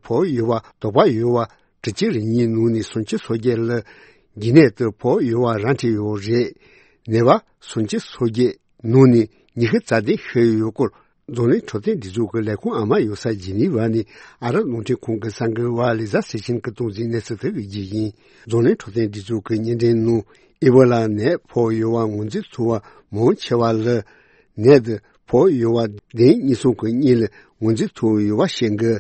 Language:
Tibetan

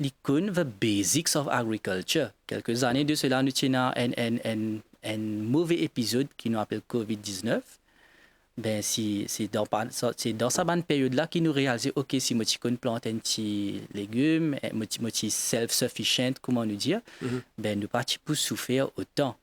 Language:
Morisyen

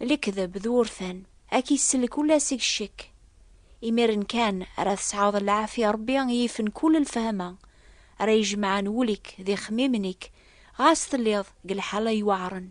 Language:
Kabyle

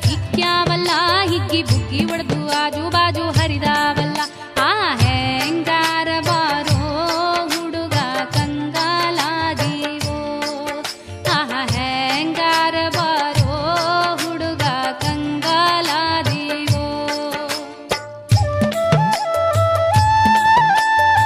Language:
Kannada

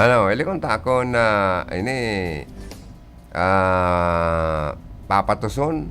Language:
Bikol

